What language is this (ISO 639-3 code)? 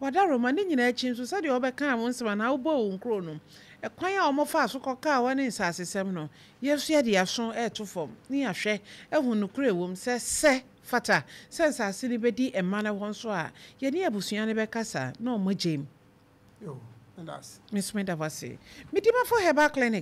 aka